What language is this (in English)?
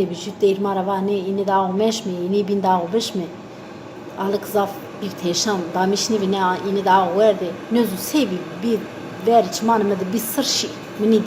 Zaza